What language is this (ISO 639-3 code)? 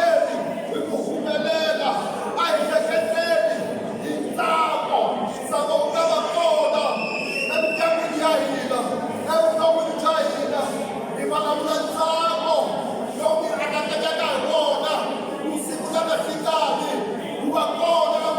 tso